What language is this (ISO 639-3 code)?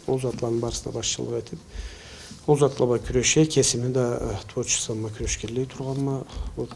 krc